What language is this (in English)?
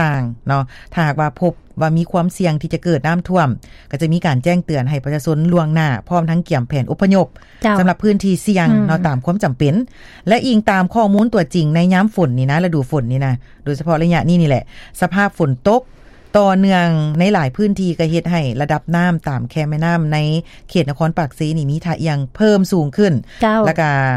Lao